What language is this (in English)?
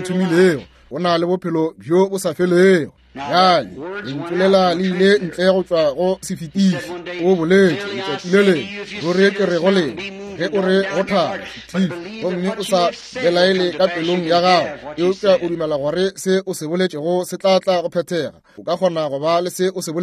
Northern Sotho